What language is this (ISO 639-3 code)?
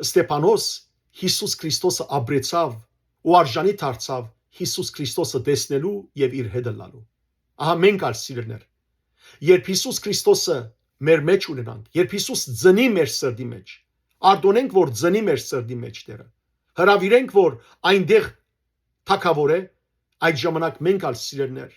hyw